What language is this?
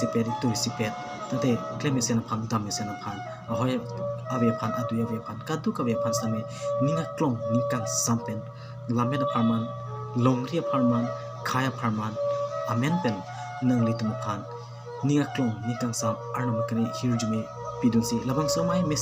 Karbi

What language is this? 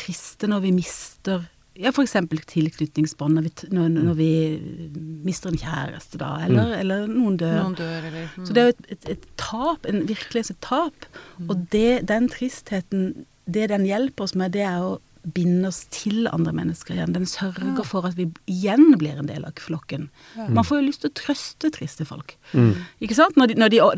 Norwegian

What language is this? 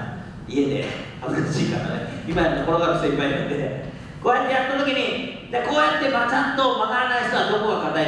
Japanese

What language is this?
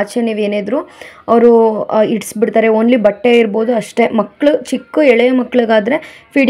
Kannada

